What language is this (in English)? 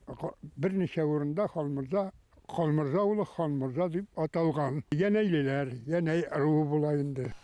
Bashkir